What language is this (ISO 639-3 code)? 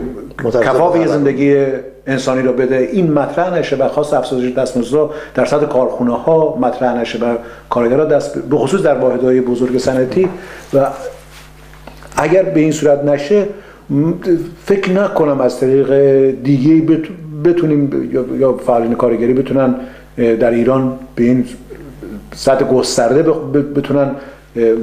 fas